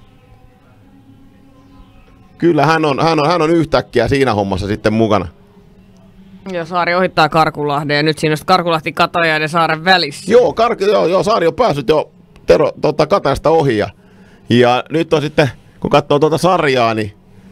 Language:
Finnish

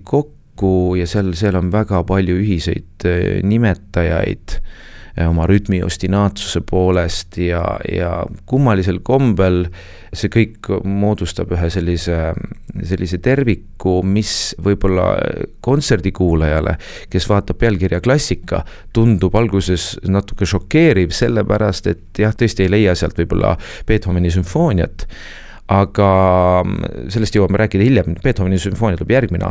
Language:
Estonian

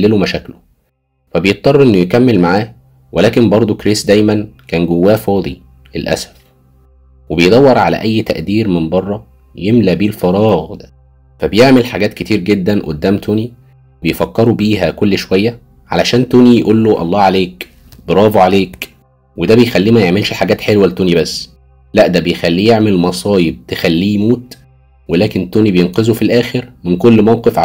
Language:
Egyptian Arabic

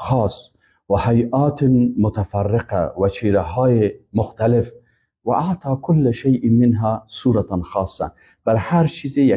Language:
Persian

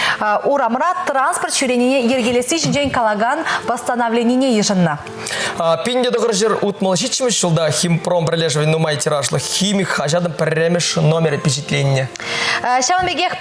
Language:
Chuvash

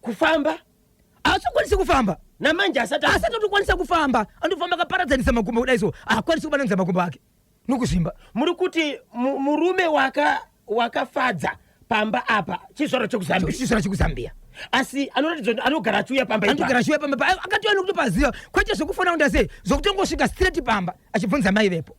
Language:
Shona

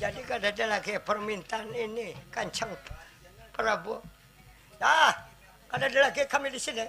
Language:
Banjar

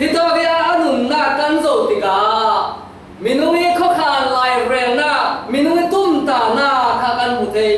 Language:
Falam Chin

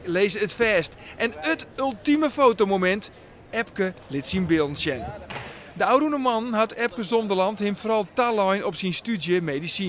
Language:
Western Frisian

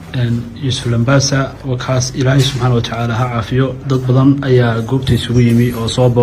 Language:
Somali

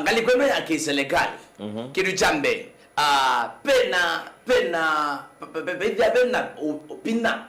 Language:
Kamba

